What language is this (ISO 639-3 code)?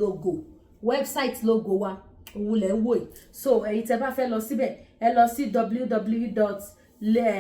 yor